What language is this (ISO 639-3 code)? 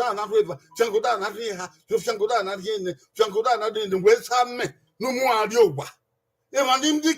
bin